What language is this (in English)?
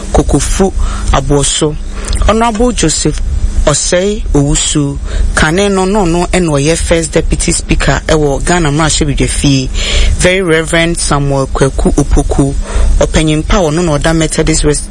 Akan